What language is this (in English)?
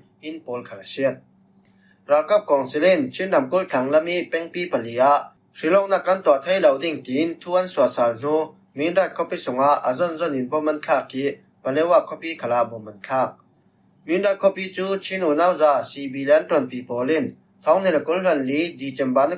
Falam Chin